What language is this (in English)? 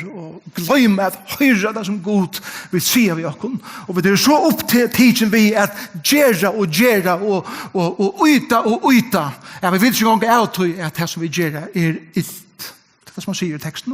Faroese